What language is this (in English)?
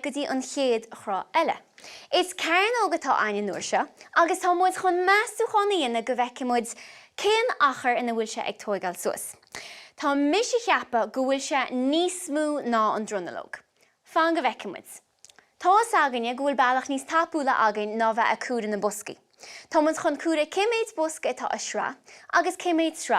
Irish